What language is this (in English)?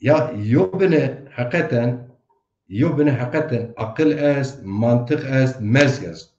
Zaza